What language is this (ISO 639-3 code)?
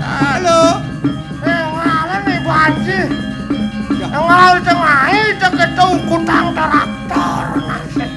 ban